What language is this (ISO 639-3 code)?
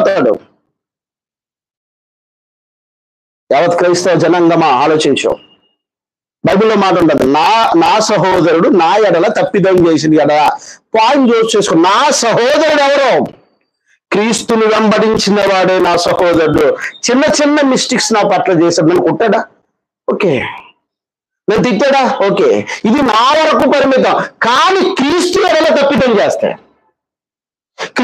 tel